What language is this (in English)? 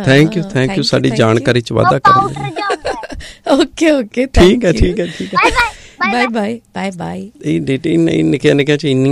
Punjabi